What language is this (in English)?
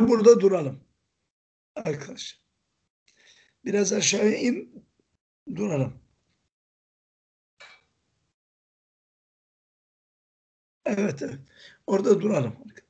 Turkish